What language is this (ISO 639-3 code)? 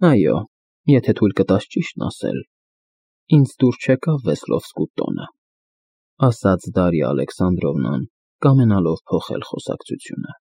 hye